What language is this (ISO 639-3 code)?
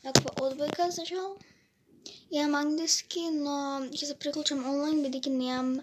mkd